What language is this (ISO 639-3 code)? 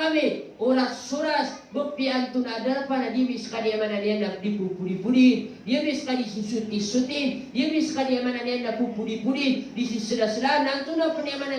mrw